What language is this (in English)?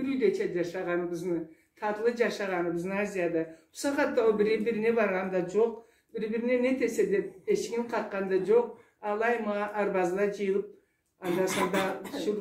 Karachay-Balkar